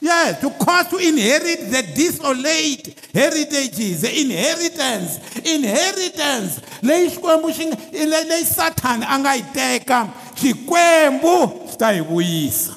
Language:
Tsonga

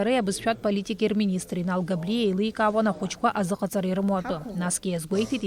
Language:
Abkhazian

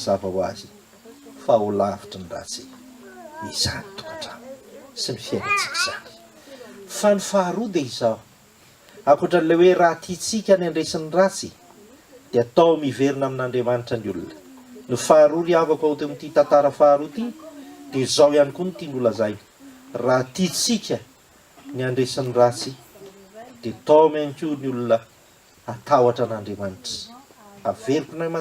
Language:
Malagasy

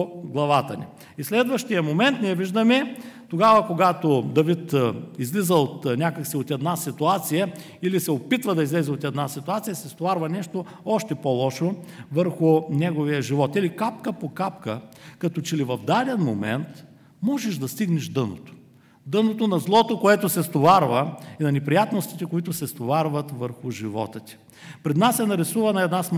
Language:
Bulgarian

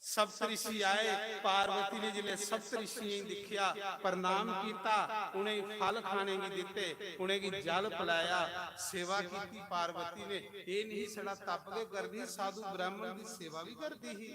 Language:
Dogri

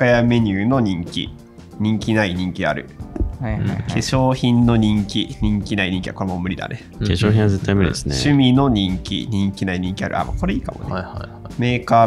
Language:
Japanese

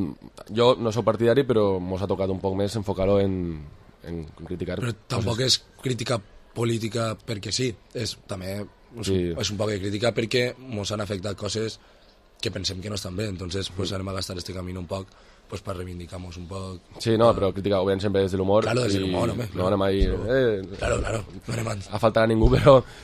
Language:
Catalan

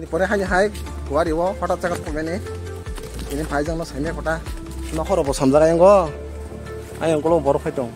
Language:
Kok Borok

